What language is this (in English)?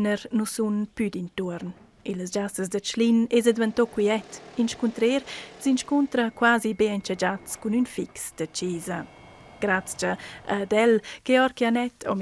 Romansh